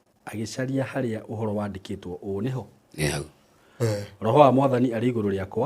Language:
Kikuyu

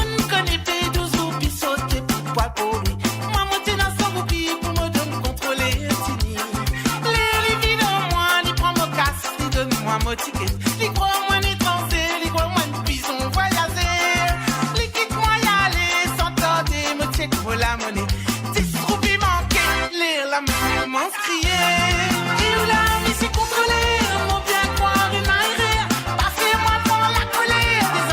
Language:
Morisyen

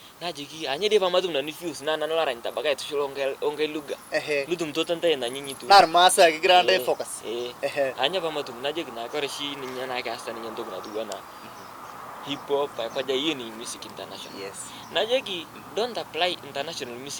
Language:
Masai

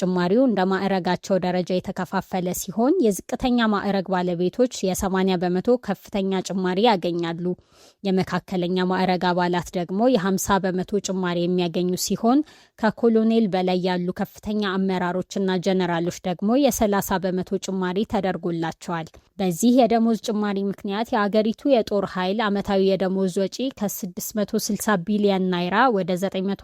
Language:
Amharic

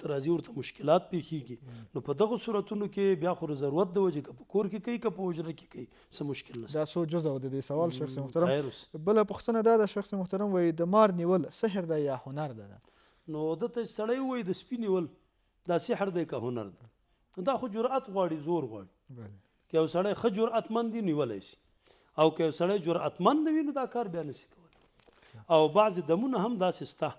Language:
Pashto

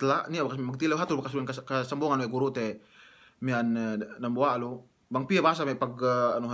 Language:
Yakan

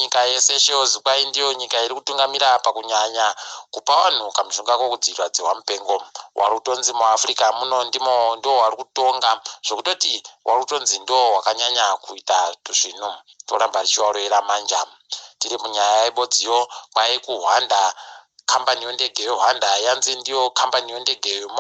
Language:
Ndau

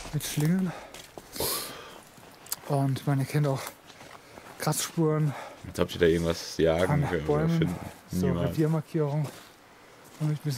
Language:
German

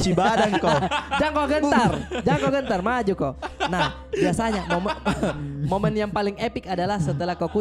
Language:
Makassar Malay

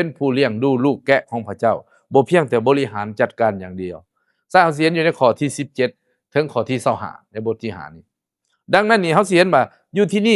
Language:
Lao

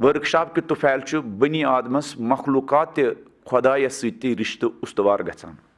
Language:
Kashmiri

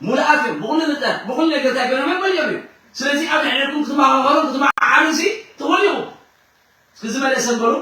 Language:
Tigrinya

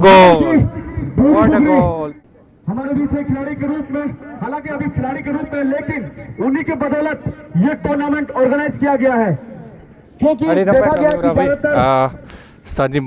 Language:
Santali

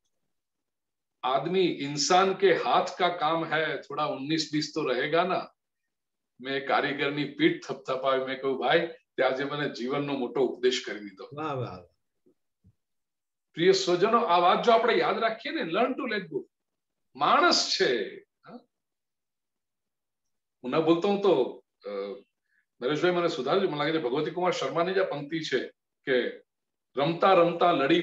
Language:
Gujarati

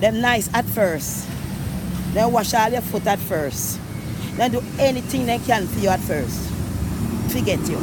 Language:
Jamaican Creole English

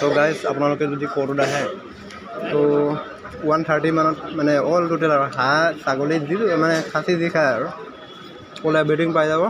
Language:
Assamese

